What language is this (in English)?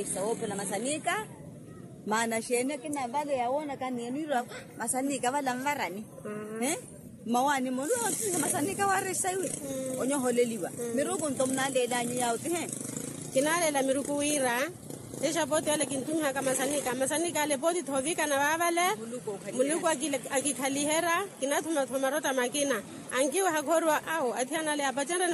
Makhuwa